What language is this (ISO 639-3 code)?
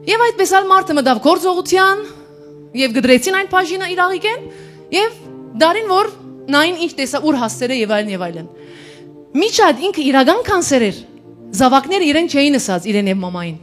hyw